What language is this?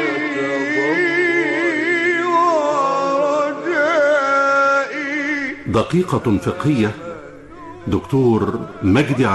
Arabic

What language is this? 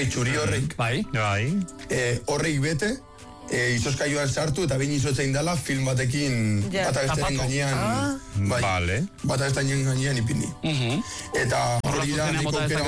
Basque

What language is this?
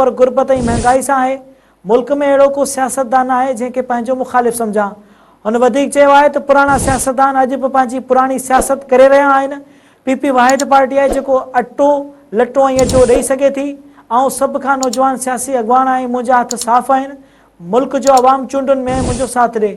Sindhi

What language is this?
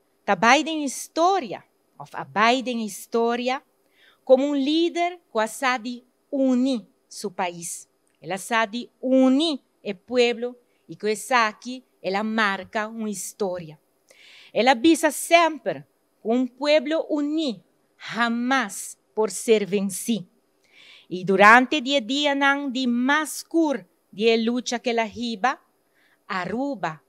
Papiamento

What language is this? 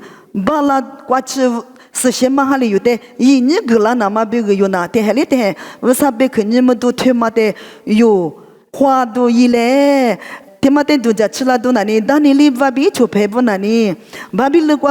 Lisu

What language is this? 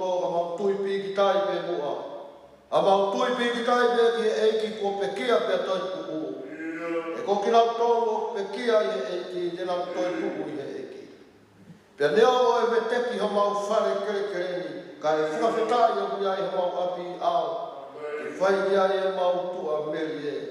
Tongan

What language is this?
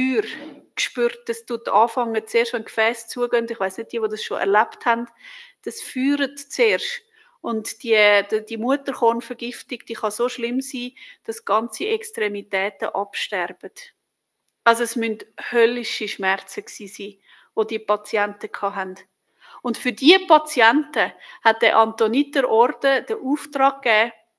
Swiss German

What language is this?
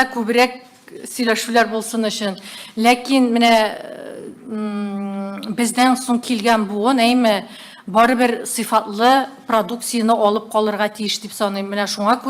Tatar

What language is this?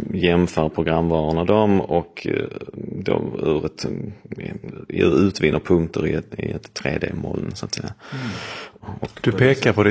Swedish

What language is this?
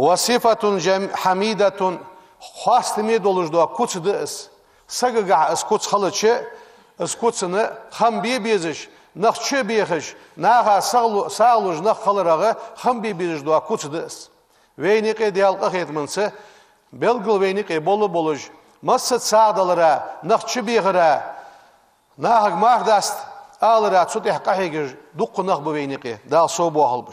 Ingush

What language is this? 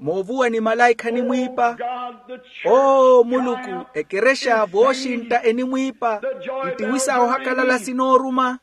Makhuwa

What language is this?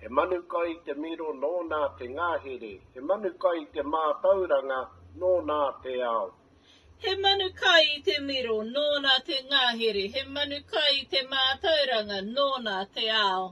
Māori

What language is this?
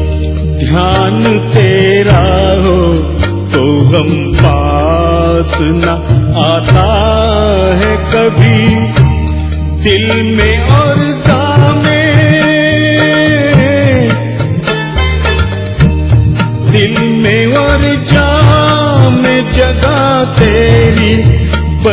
Hindi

